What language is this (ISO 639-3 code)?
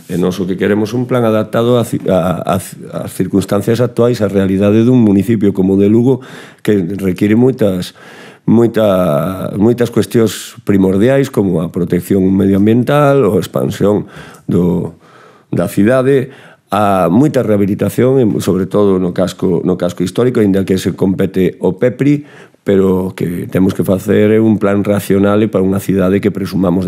glg